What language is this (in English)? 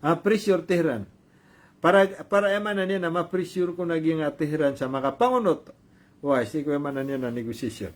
Maranao